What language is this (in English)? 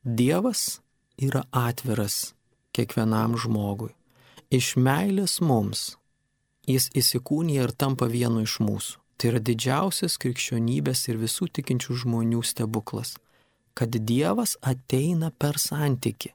Lithuanian